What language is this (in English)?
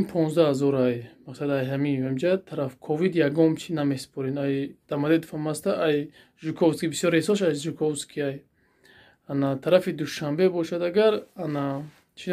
Tajik